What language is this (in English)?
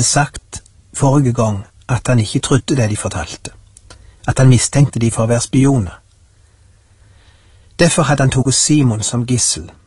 Norwegian